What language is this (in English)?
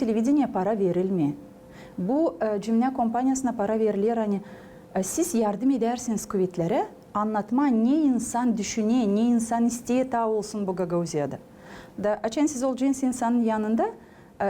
Gagauz